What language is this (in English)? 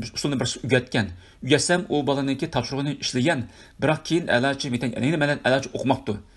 Uyghur